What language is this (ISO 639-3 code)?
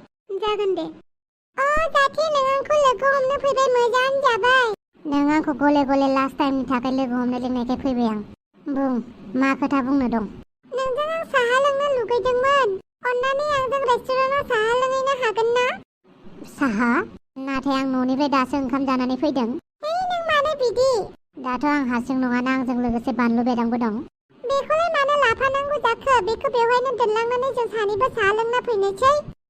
brx